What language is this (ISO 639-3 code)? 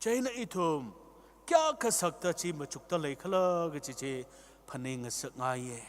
nmf